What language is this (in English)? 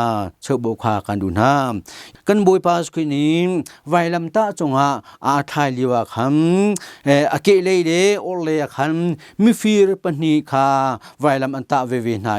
Hakha Chin